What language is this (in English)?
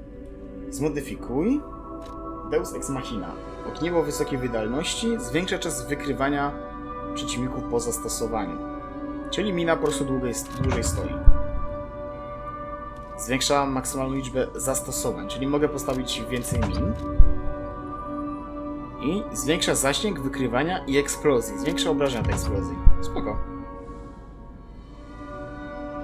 Polish